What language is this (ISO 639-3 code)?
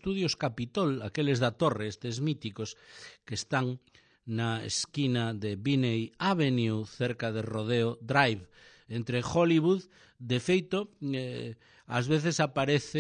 glg